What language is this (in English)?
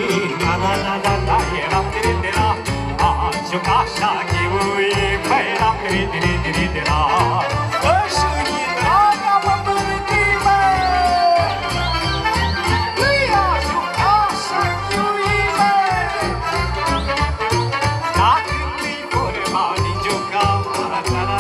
Romanian